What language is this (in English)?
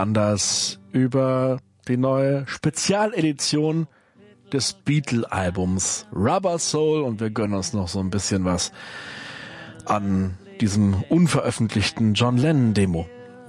German